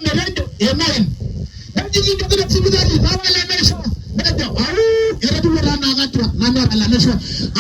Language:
Masai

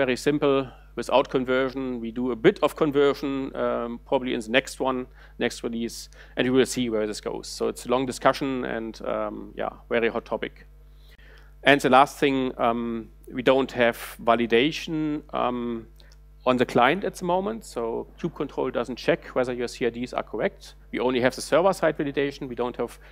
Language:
English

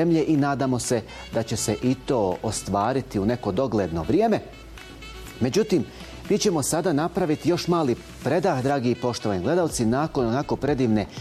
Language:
Bosnian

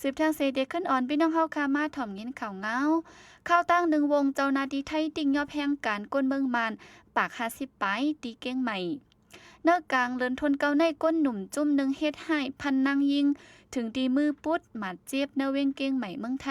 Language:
Shan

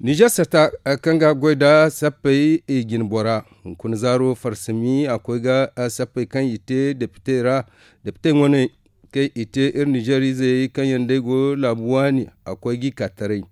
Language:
Zarma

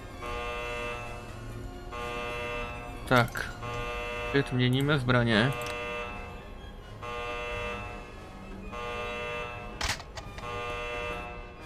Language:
Czech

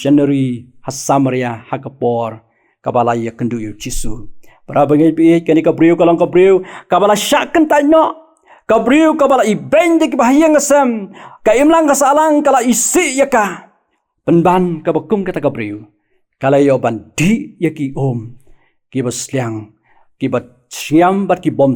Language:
Khasi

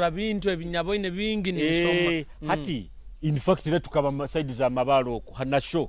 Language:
Nyoro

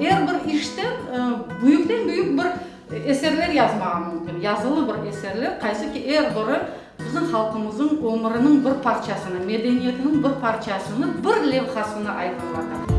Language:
Crimean Tatar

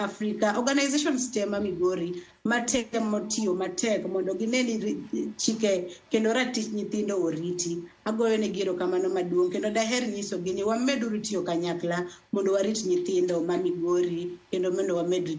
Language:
Luo (Kenya and Tanzania)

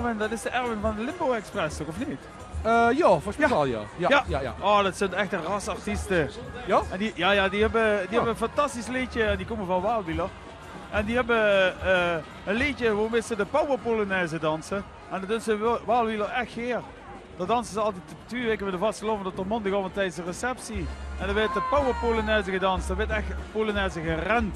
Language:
Limburgish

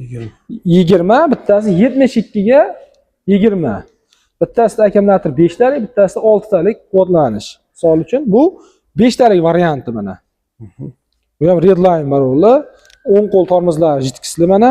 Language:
Uzbek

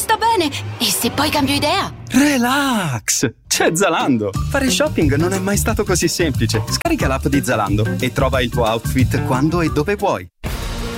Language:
Italian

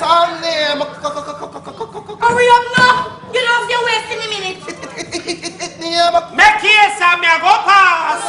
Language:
Jamaican Creole English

